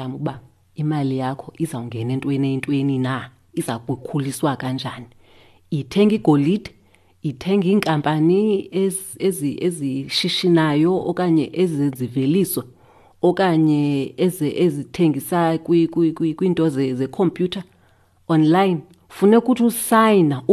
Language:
Xhosa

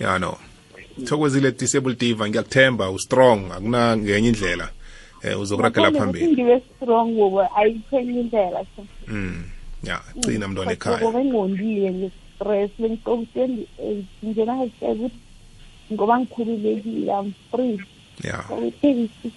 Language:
South Ndebele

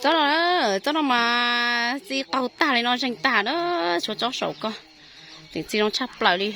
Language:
Hmong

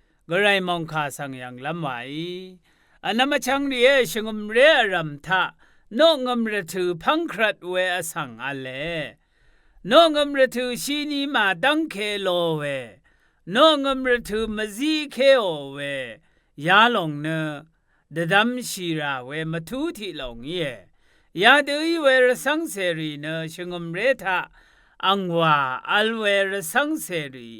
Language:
Rawang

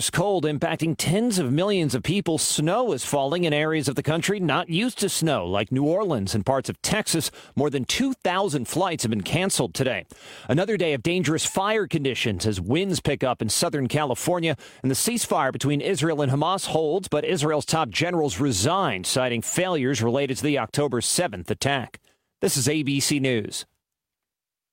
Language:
English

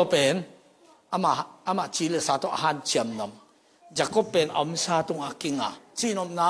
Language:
Tedim Chin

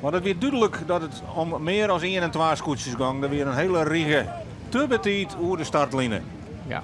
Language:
Western Frisian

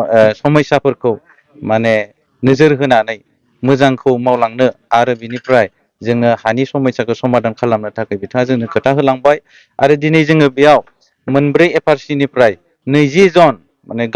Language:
Bodo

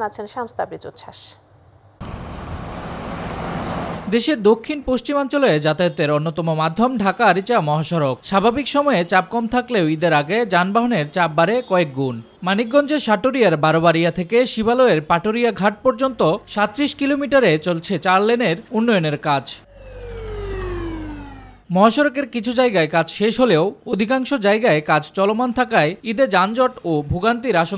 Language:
Bangla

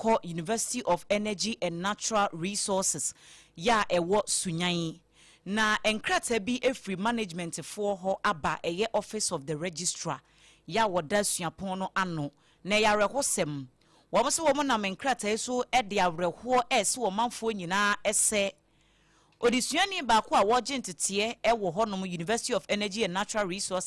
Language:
Akan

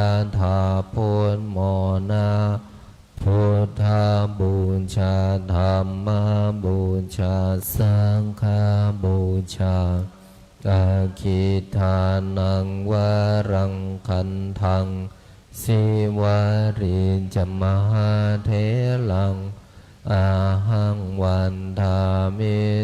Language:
Pali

